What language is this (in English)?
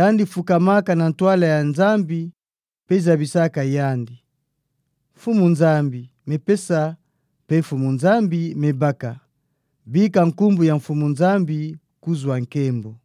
Kituba (Democratic Republic of Congo)